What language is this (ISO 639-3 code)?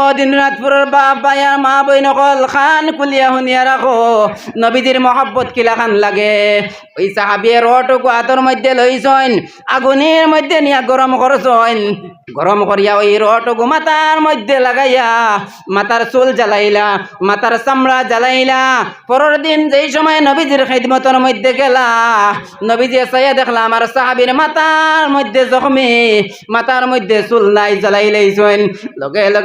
syl